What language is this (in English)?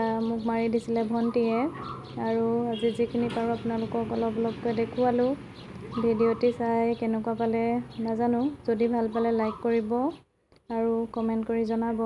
Assamese